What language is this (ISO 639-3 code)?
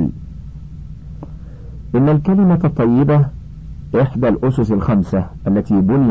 ara